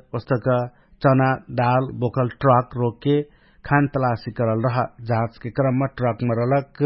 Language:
Dangaura Tharu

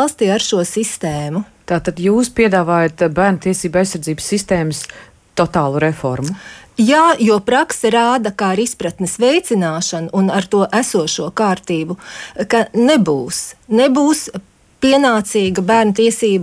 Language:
Latvian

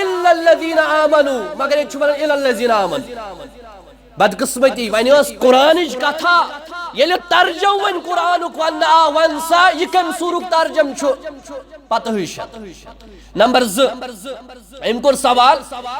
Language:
Kashmiri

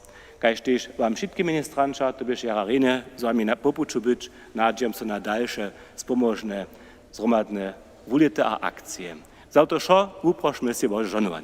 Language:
Upper Sorbian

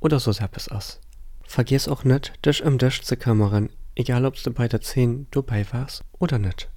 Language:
Luxembourgish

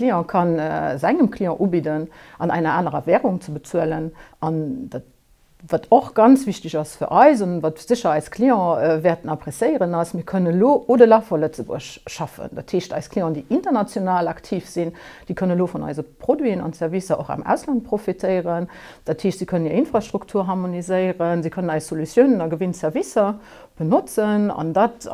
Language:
Luxembourgish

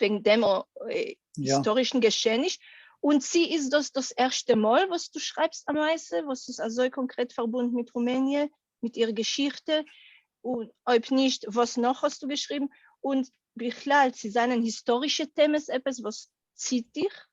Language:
Yiddish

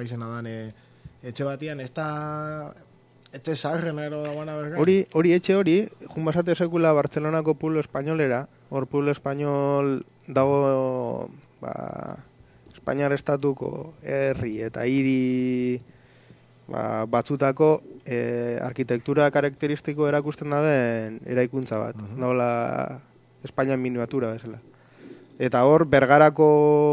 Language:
Basque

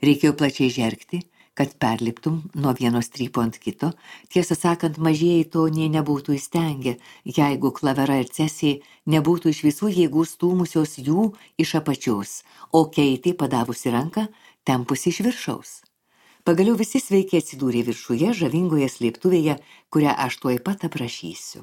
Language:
Lithuanian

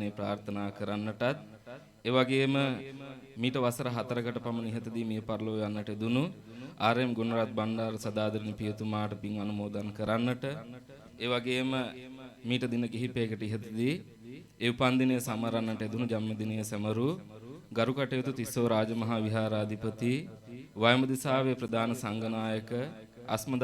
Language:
Sinhala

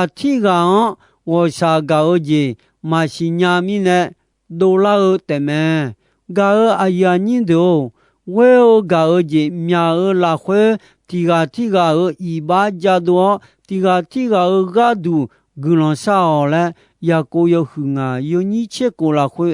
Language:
Akha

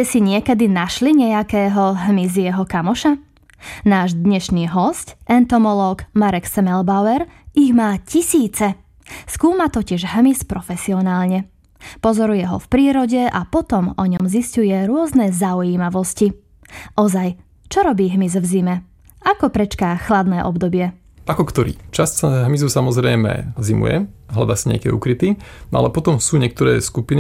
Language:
Slovak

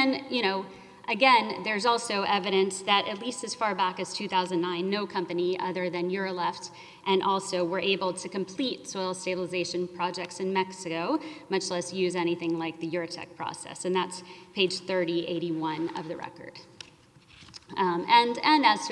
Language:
English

